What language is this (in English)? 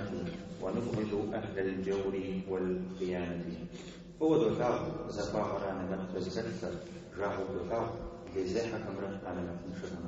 Kabardian